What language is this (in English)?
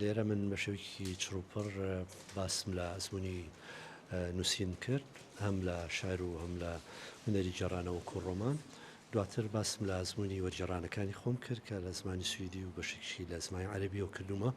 Central Kurdish